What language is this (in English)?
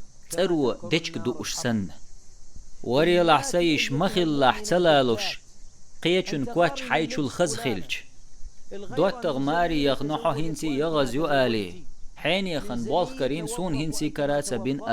Chechen